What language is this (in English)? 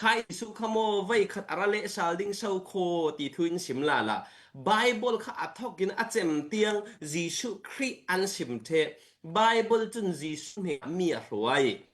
Falam Chin